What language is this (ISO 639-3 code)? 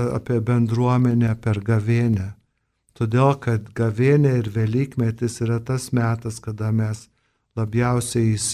lit